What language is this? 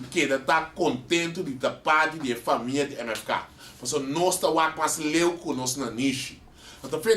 Papiamento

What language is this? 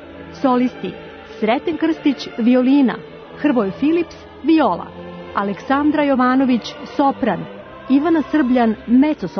Serbian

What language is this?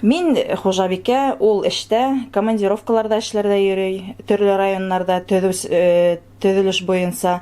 Bashkir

